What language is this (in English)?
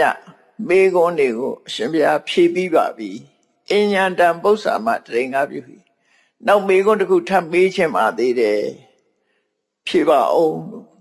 Burmese